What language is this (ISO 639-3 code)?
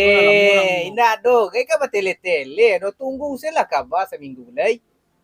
min